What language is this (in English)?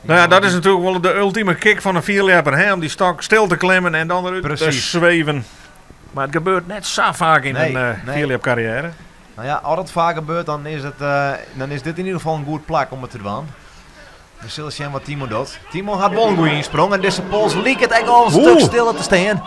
Western Frisian